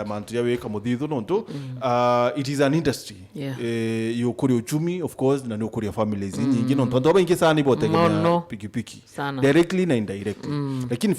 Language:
Meru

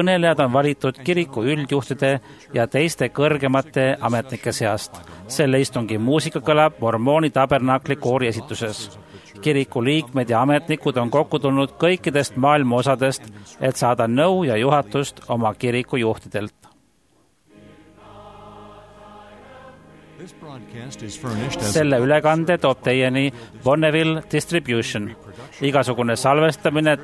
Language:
Estonian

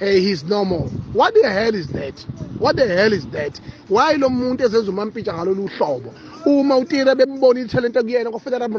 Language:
Zulu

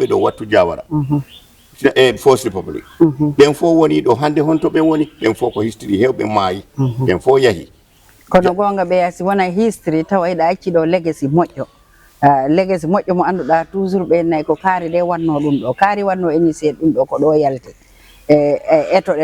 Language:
Fula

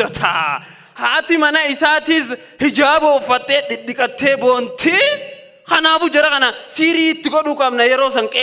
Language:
Oromo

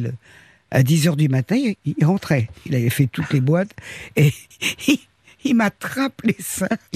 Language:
French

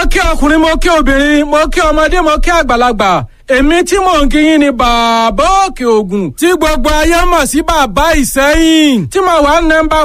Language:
Yoruba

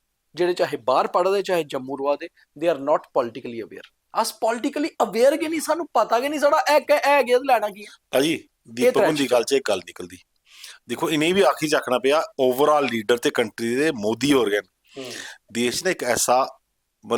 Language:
Dogri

